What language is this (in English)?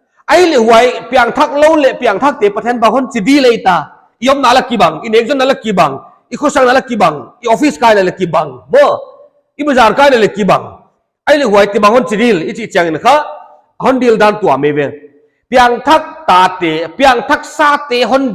Paite Chin